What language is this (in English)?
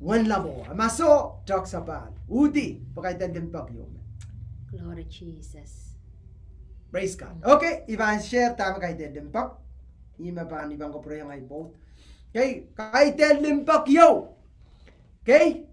Pohnpeian